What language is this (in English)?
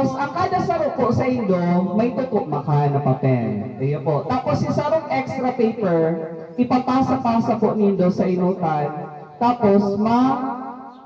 Bikol